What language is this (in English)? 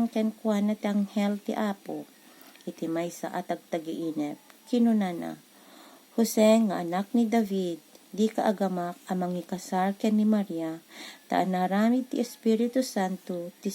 Iloko